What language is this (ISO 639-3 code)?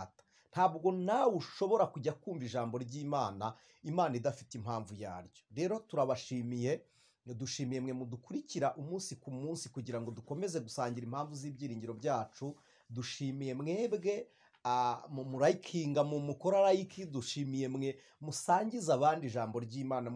kin